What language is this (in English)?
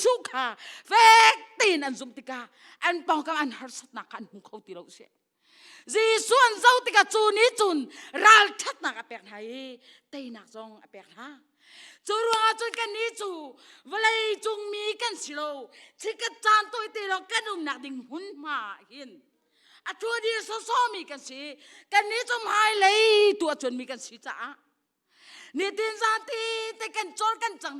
Hakha Chin